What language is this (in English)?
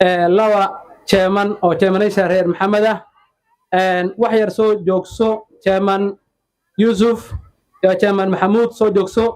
Somali